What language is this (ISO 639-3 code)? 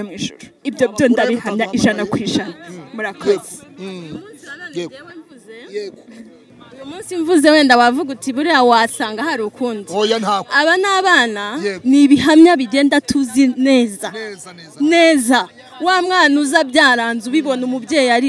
kin